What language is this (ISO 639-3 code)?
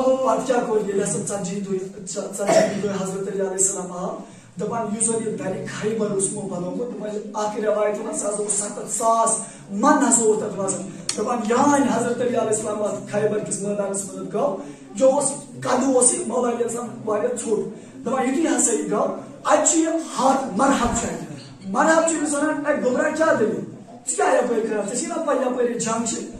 kas